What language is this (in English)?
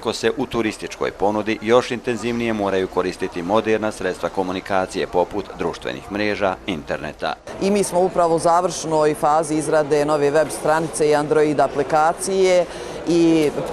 Bosnian